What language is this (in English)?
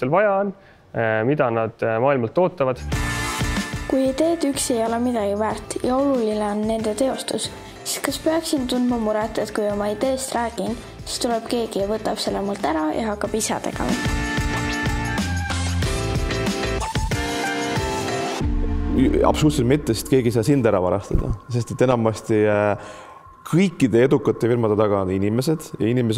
Estonian